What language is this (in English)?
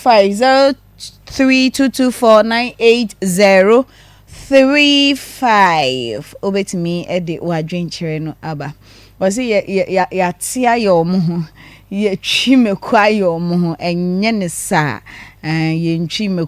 Akan